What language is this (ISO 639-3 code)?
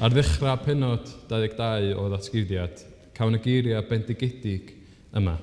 cym